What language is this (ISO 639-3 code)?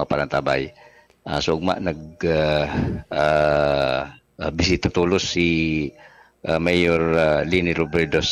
bik